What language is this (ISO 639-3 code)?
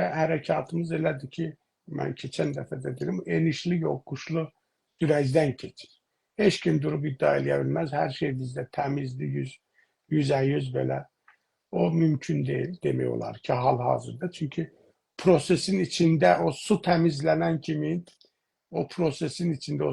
azb